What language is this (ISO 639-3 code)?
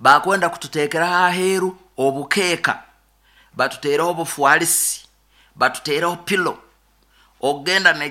nyo